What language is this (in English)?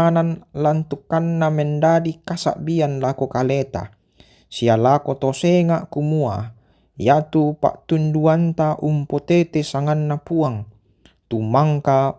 Toraja-Sa'dan